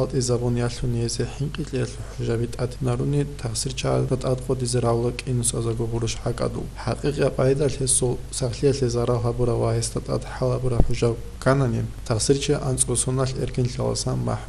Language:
Avaric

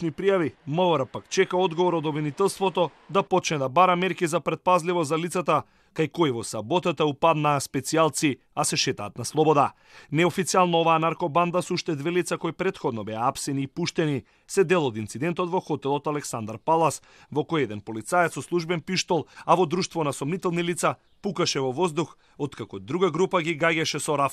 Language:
Macedonian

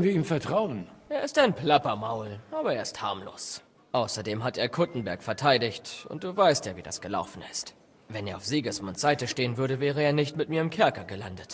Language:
Bavarian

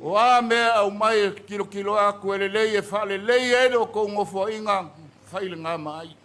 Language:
Samoan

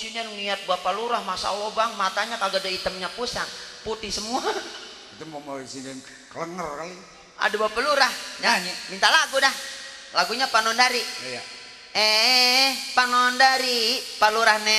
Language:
Betawi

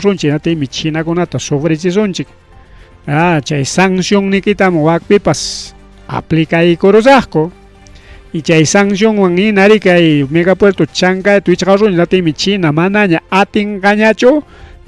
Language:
Ayacucho Quechua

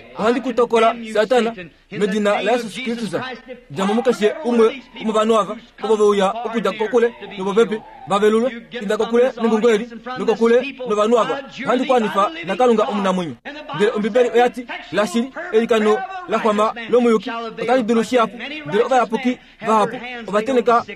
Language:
Kuanyama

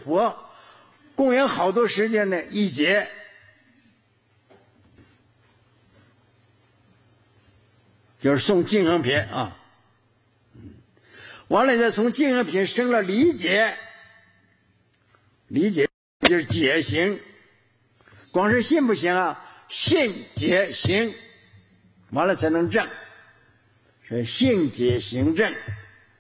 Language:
Chinese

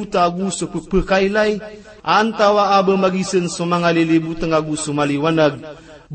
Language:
Maranao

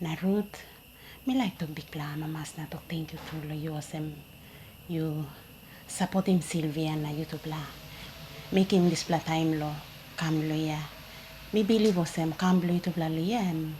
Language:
Tok Pisin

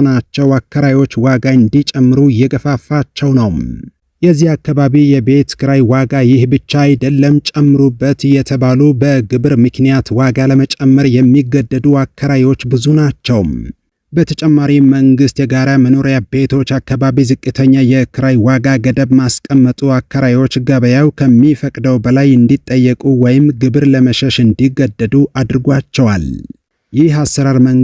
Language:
Amharic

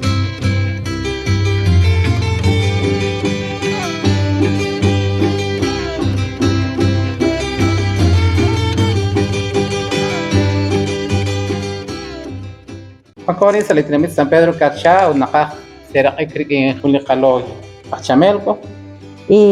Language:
Kekchí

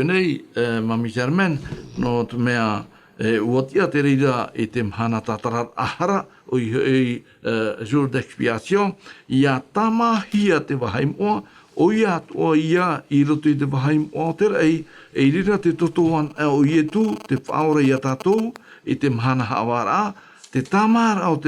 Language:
Tahitian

